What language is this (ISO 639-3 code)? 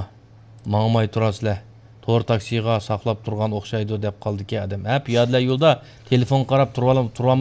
uig